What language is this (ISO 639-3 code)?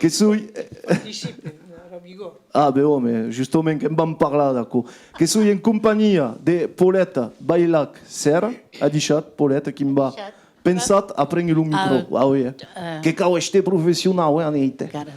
oci